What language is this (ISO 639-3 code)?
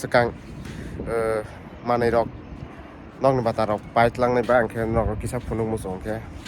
trp